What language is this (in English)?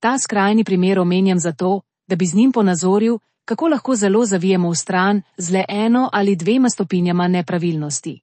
Slovenian